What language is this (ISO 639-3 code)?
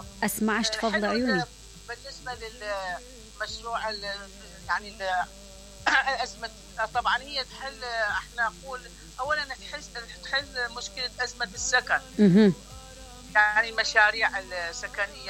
acm